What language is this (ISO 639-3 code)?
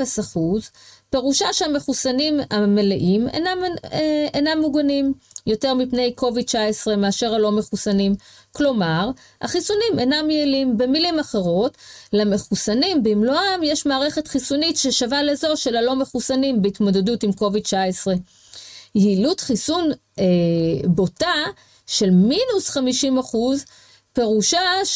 heb